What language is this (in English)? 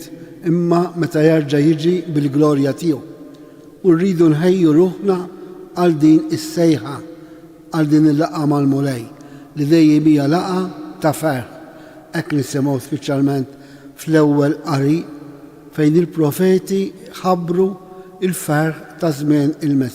Maltese